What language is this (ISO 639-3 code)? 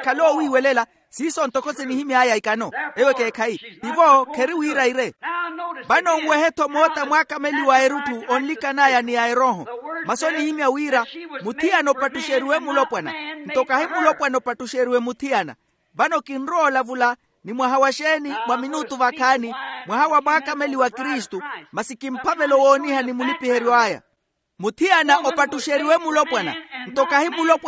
vmw